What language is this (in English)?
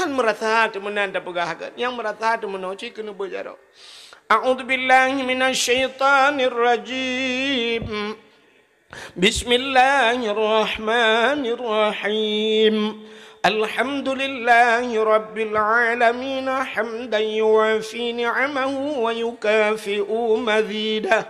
Achinese